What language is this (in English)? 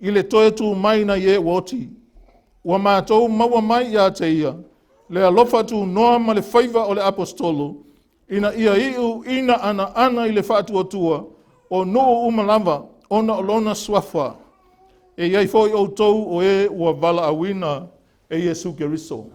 Samoan